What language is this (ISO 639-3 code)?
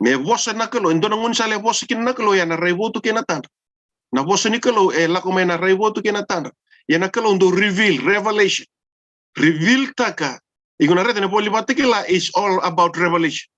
fij